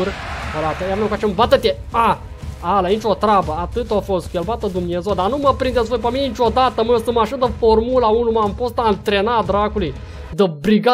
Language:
Romanian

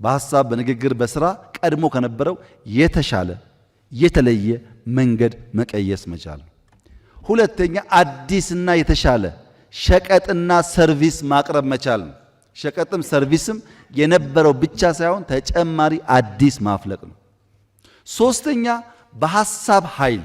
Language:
Amharic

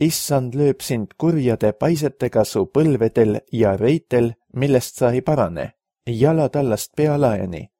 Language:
Estonian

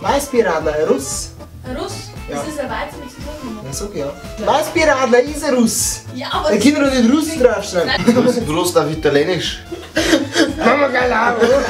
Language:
Bavarian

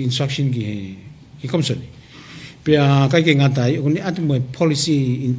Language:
Tongan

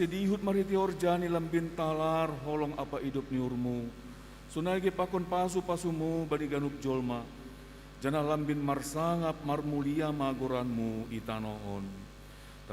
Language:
Batak Simalungun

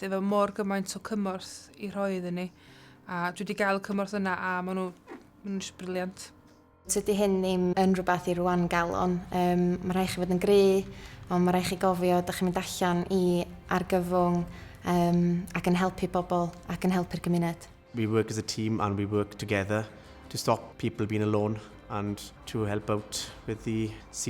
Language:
Welsh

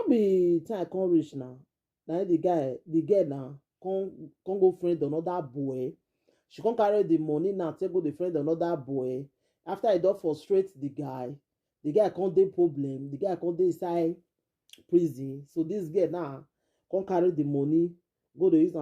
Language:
Nigerian Pidgin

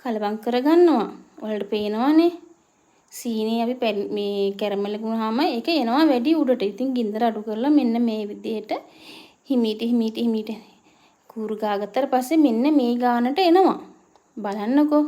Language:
Sinhala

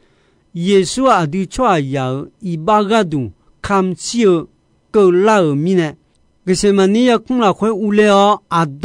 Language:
Akha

